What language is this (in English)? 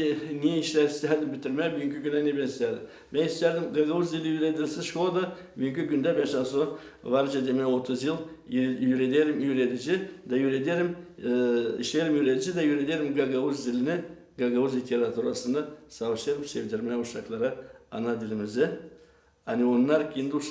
Gagauz